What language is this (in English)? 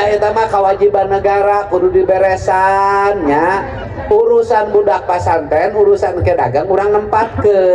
Sundanese